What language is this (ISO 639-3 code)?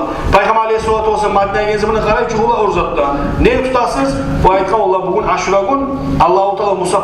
kum